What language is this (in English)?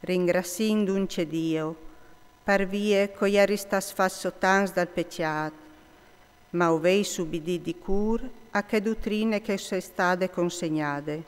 Friulian